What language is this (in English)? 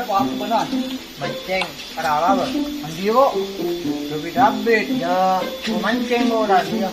Madurese